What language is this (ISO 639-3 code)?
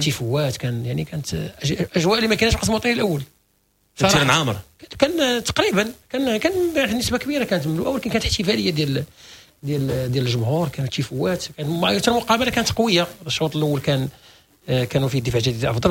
ary